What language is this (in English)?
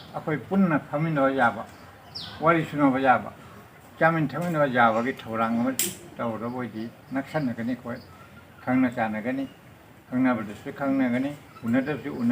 Manipuri